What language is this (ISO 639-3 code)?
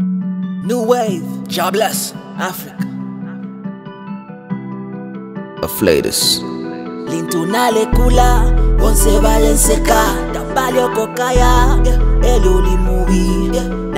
bem